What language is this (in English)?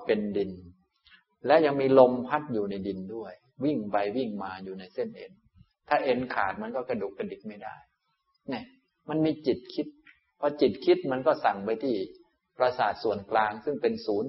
Thai